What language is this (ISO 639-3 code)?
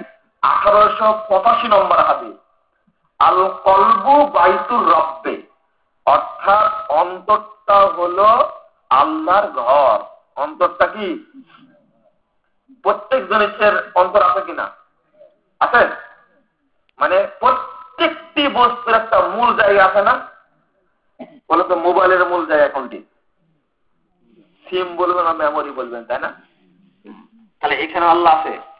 ben